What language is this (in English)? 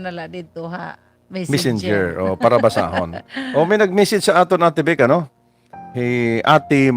Waray